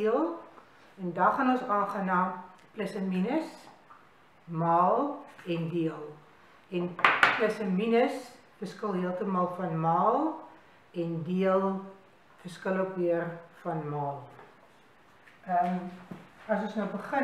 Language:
Afrikaans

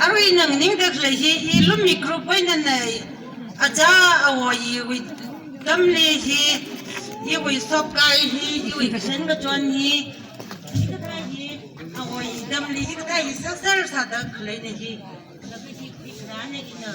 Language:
Tangkhul Naga (India)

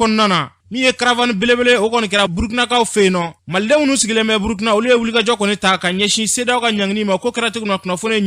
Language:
Bambara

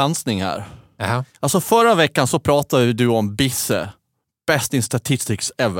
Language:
Swedish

